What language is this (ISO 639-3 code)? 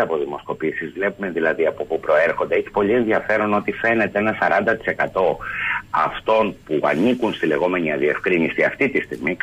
ell